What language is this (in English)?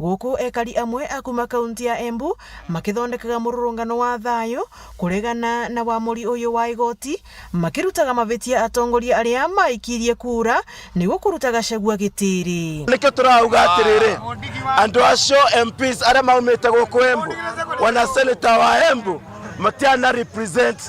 Meru